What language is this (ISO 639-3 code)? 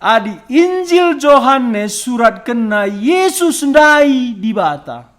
btx